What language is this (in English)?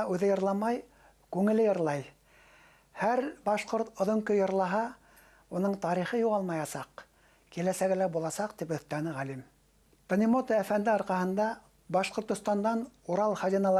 Bashkir